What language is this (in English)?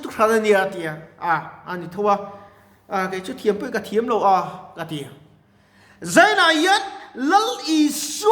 Mizo